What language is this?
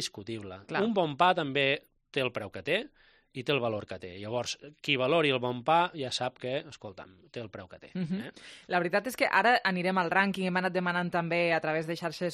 Catalan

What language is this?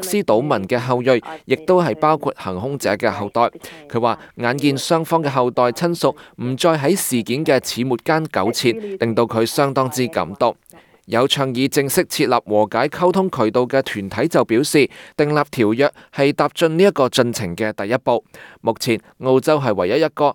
Cantonese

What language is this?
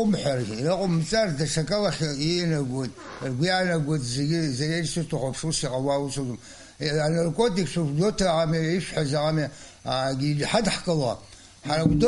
Abkhazian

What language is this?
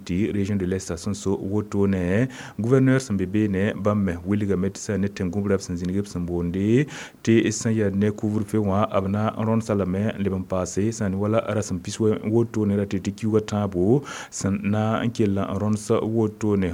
Mossi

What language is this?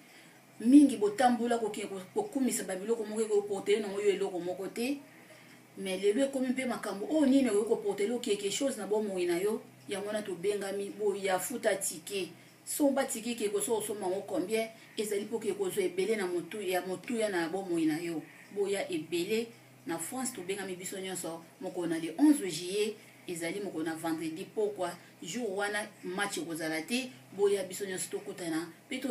Lingala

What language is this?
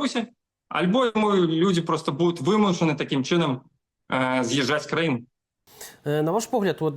Belarusian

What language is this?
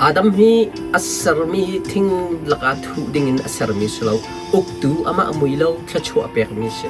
Hakha Chin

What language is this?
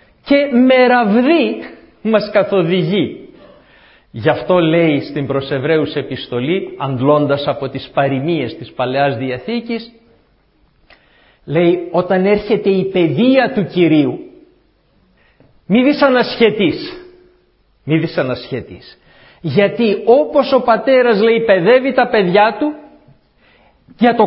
Greek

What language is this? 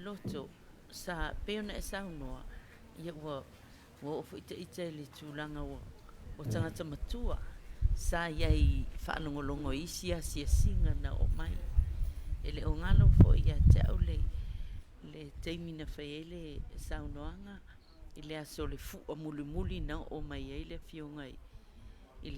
Samoan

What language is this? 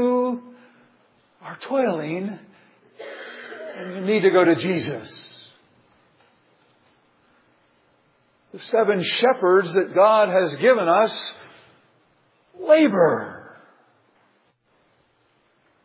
English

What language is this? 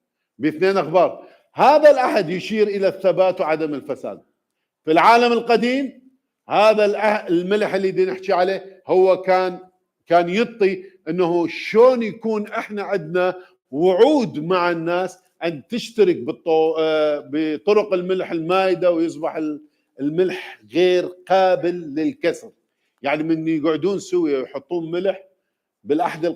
Mesopotamian Arabic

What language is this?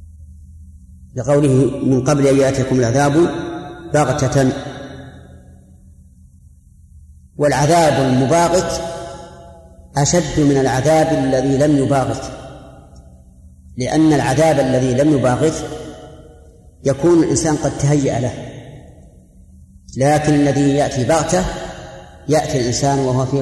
Arabic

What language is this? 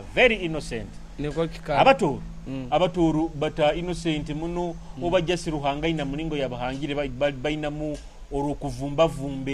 Nyoro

